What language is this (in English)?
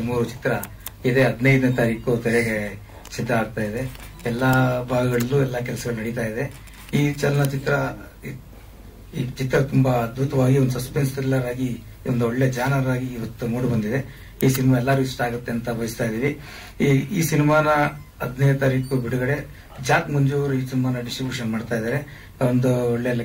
Kannada